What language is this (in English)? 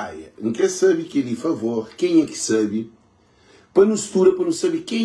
Kabuverdianu